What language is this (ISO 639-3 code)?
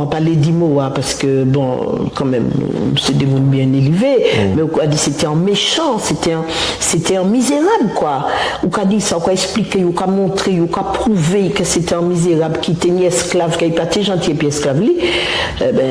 gcf